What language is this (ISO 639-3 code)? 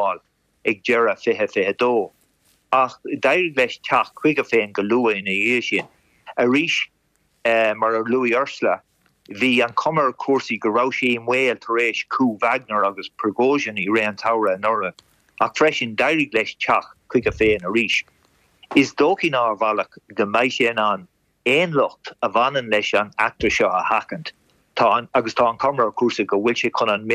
gle